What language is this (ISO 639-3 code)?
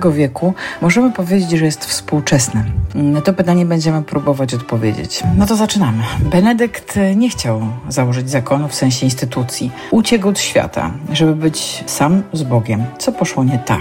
pol